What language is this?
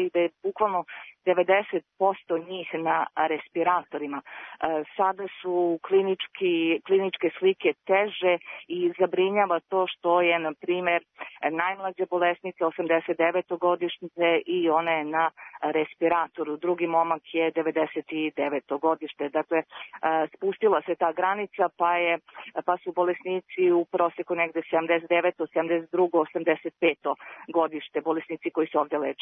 Serbian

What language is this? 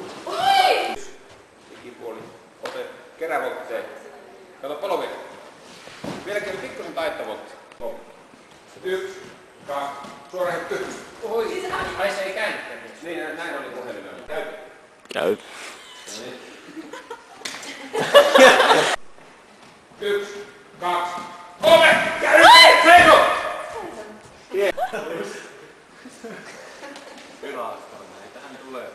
Finnish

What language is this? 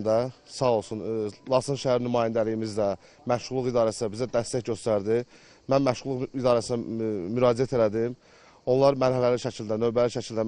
Azerbaijani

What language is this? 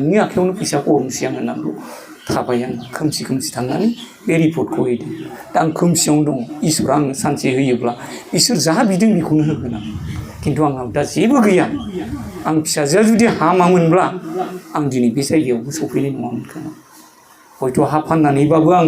Bodo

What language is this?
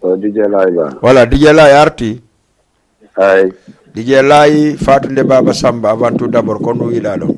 Fula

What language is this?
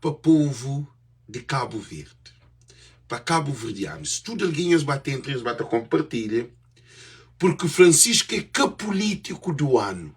Kabuverdianu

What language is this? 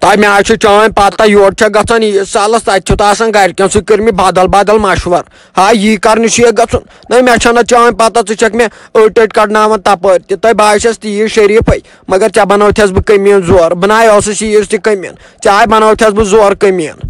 Kashmiri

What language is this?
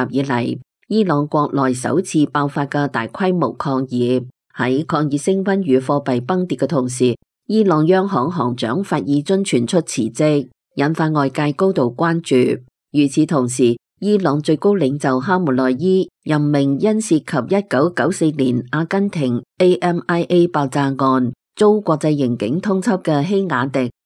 Cantonese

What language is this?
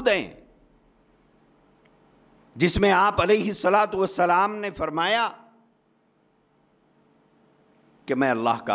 Urdu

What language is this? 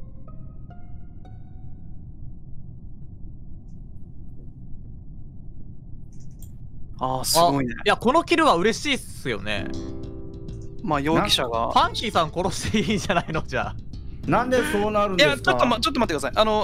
Japanese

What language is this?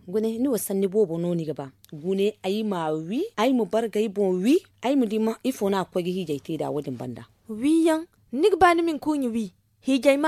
Zarma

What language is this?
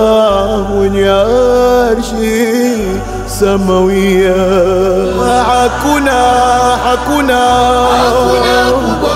Swahili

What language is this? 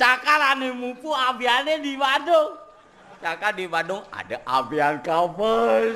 Balinese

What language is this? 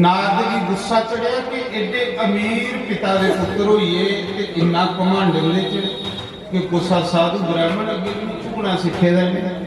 Dogri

